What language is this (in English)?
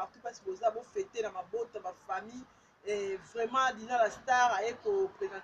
Lingala